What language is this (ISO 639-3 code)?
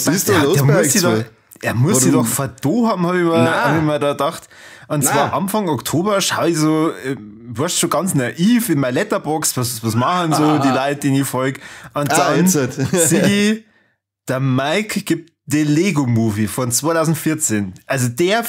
bar